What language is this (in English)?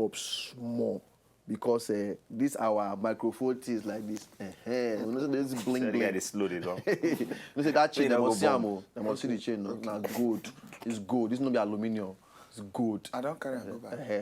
Nigerian Pidgin